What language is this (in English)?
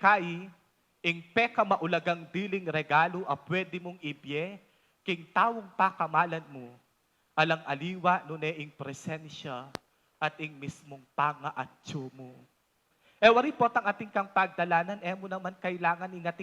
Pampanga